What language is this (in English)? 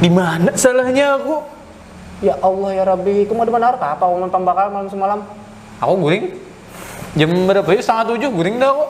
Banjar